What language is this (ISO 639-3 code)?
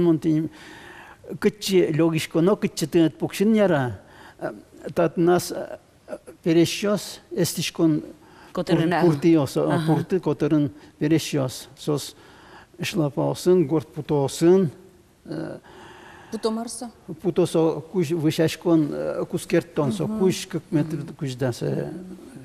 udm